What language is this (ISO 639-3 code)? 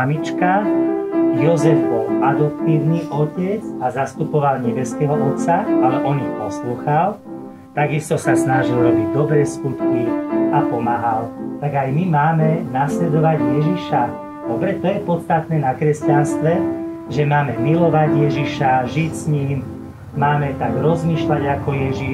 slk